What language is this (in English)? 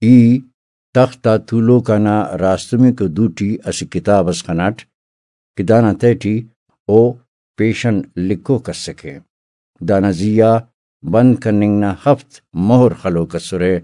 Brahui